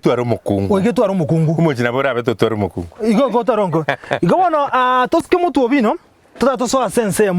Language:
Gusii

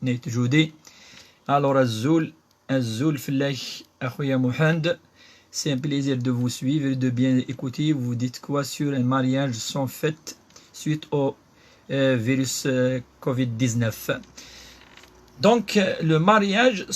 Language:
Kabyle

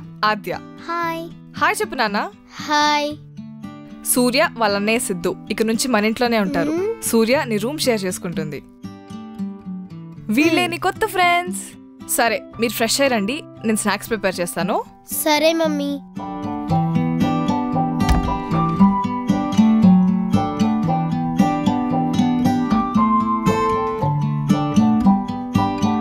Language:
Telugu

